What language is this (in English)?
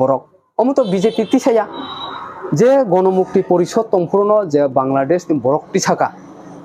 Kok Borok